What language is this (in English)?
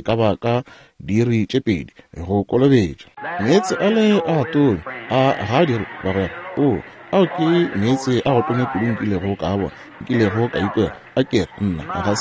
Northern Sotho